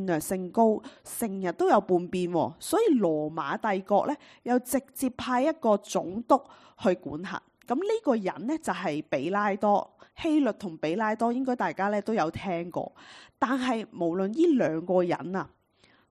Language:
Cantonese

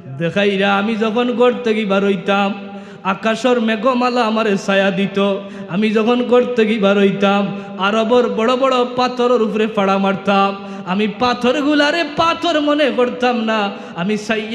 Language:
Sylheti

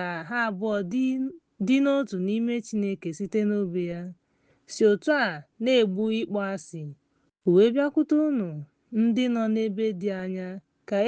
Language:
Igbo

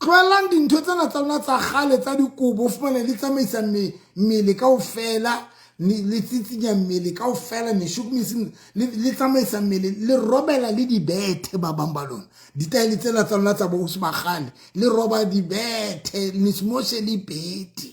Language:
Southern Sotho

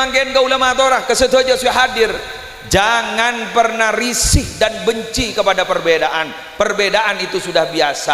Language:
Madurese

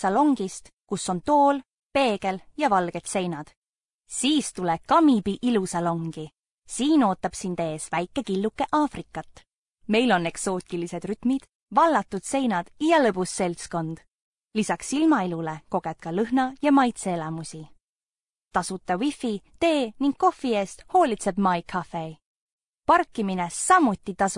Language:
Estonian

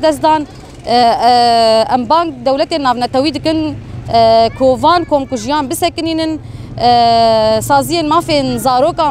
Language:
Kurdish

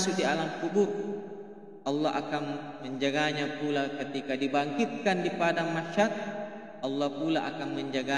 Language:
Buginese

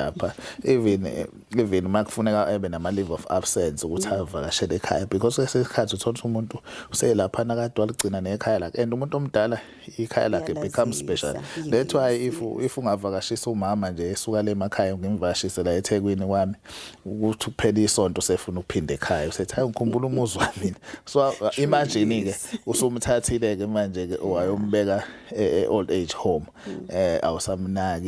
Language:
Zulu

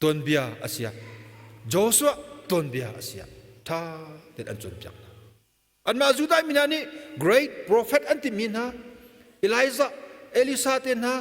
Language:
Hakha Chin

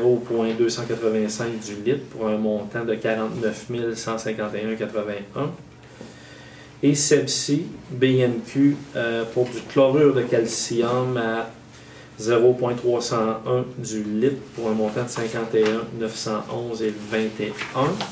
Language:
French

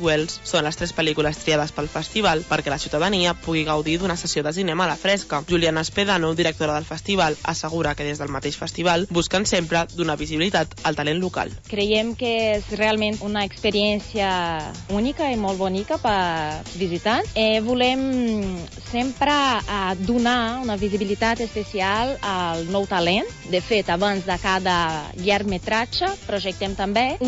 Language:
Catalan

